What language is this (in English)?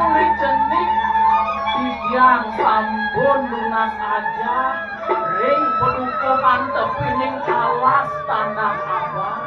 Balinese